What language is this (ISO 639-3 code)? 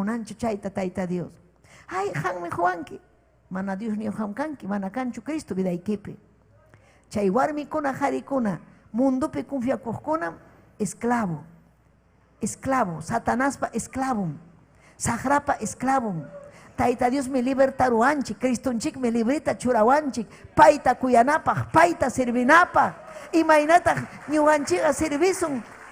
quy